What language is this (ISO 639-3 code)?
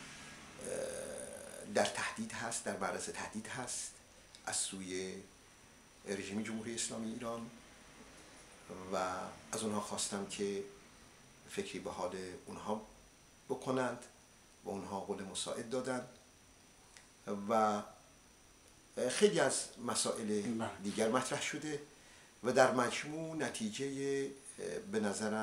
fas